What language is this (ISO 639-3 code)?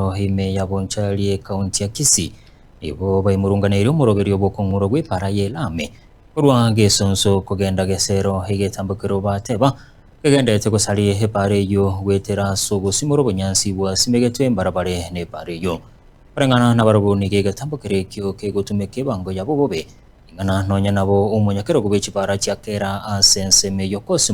guz